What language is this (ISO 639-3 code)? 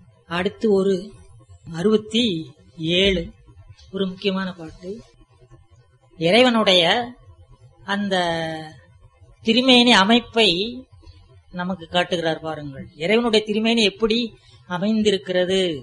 tam